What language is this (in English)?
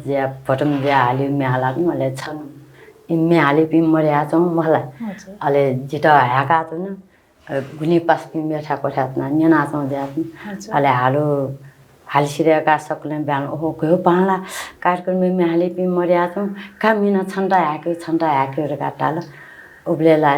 Newari